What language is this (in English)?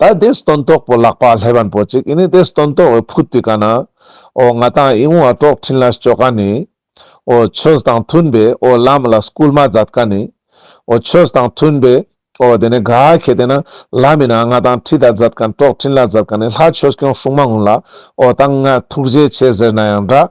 Ladakhi